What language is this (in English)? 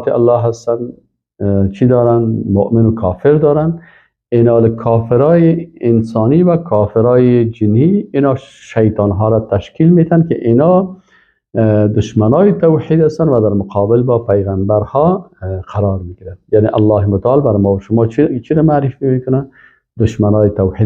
Persian